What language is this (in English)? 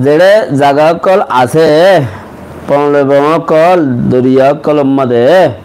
Rohingya